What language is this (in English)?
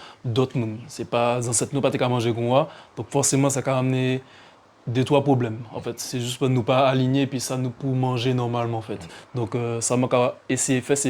Guadeloupean Creole French